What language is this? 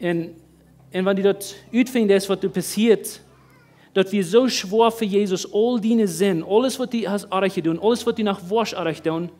Plautdietsch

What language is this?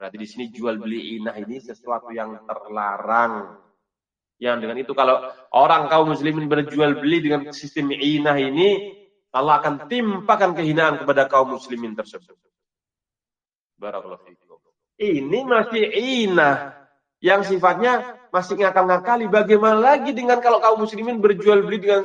Indonesian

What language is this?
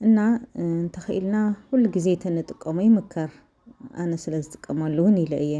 Tigrinya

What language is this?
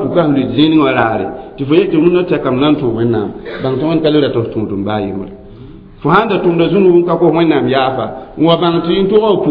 Mossi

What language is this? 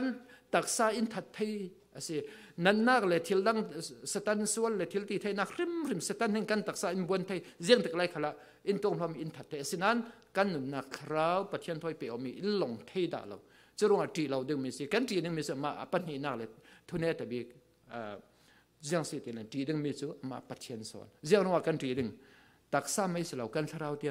Falam Chin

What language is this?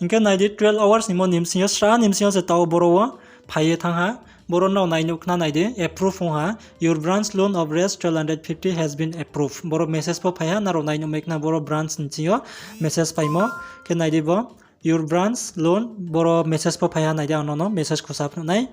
Riang (India)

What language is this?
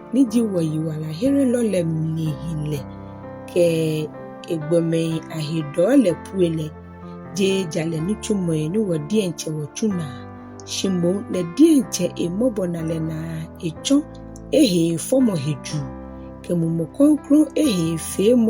Ga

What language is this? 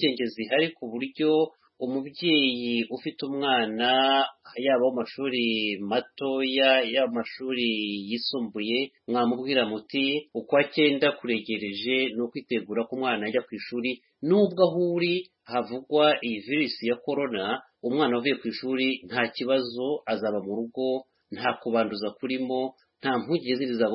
Kinyarwanda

